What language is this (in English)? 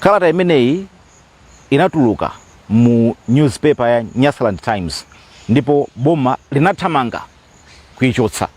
Nyanja